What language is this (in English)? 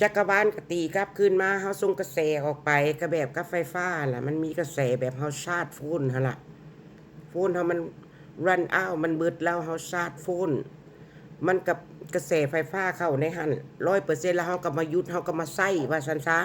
Lao